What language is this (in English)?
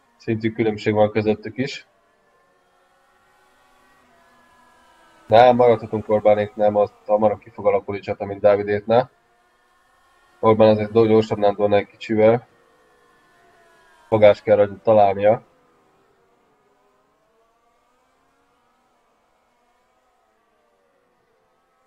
Hungarian